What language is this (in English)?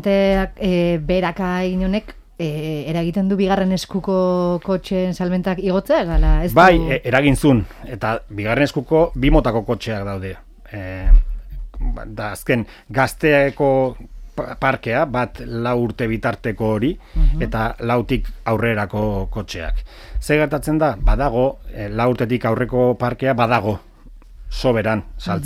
Basque